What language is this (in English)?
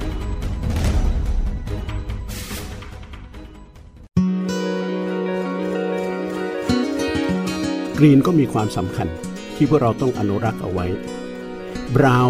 Thai